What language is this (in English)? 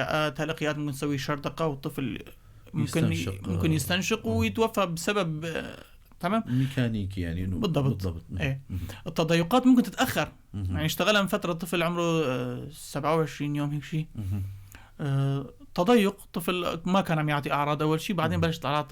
North Levantine Arabic